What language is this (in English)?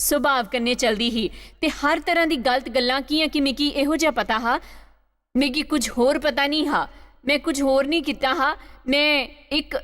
Dogri